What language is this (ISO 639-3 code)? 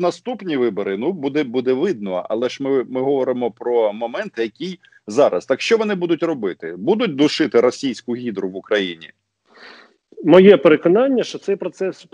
ukr